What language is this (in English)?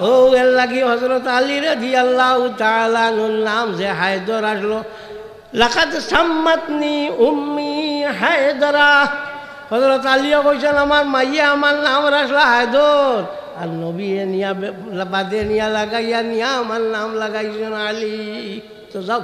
Sylheti